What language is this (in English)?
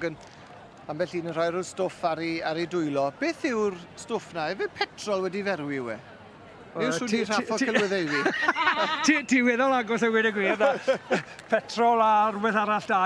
Welsh